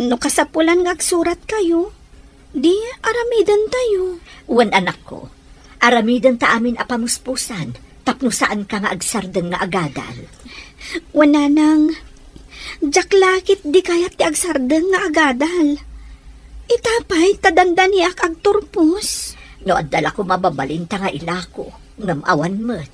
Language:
Iloko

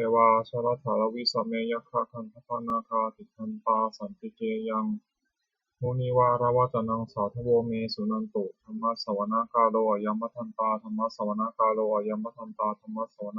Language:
Pali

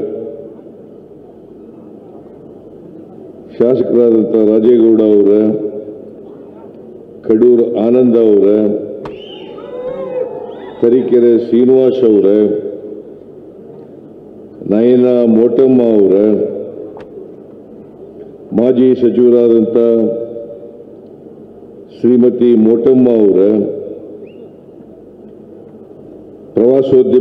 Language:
Kannada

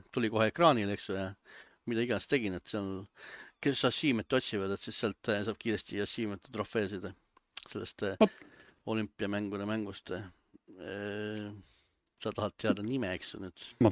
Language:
Estonian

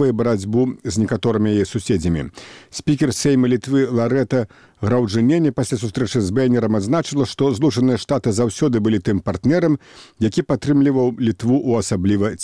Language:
Belarusian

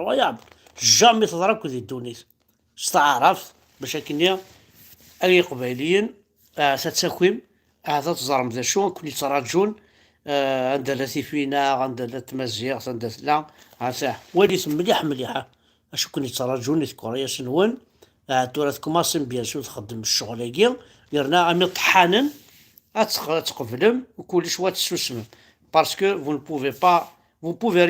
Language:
Kabyle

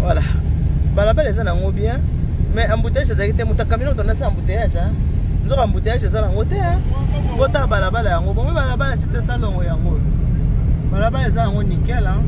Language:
Lingala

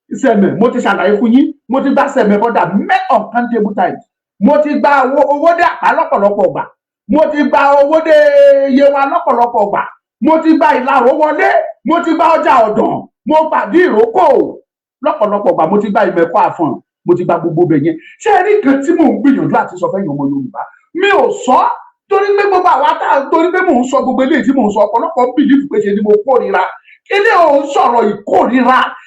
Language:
Yoruba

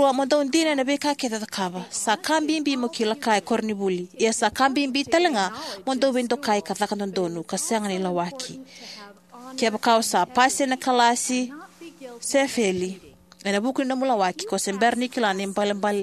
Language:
Fijian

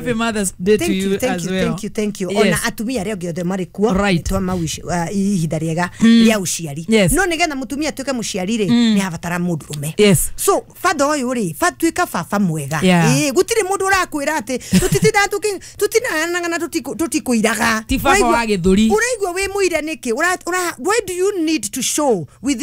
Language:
Kikuyu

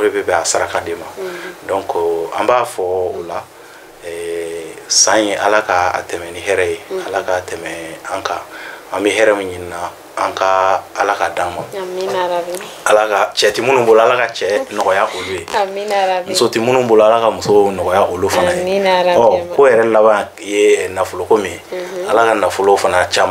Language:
Bambara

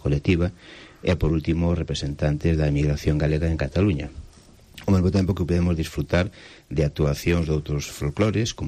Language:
Galician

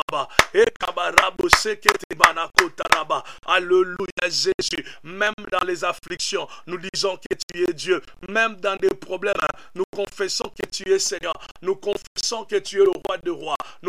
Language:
French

